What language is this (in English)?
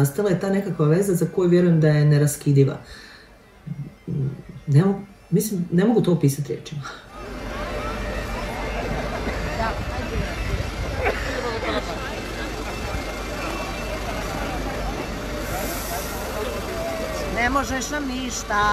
Croatian